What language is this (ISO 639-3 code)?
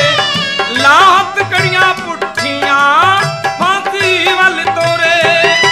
pan